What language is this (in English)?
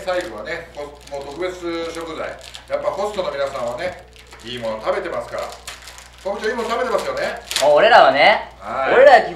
Japanese